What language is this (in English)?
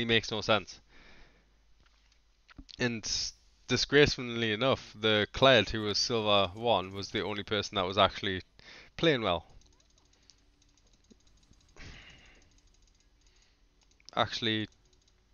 English